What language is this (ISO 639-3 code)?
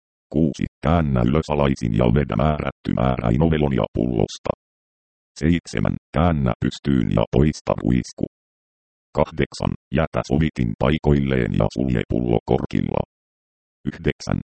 fin